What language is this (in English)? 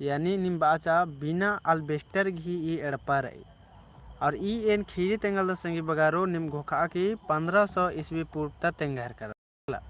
Kurukh